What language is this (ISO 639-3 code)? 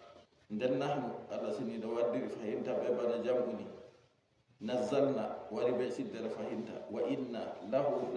ful